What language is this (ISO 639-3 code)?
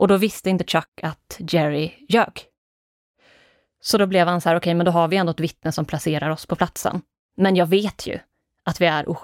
swe